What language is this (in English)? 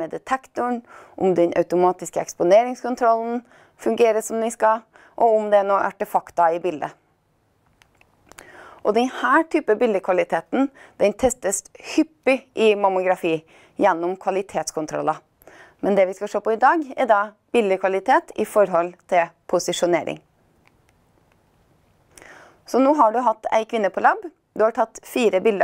Norwegian